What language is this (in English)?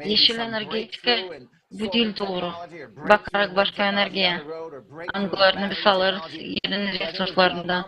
Gagauz